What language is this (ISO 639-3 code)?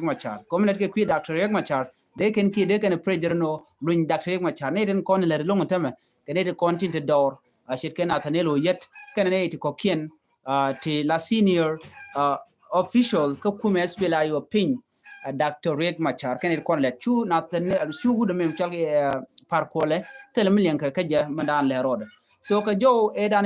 nus